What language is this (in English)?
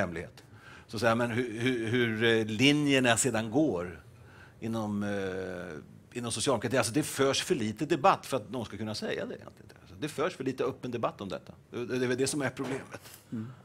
Swedish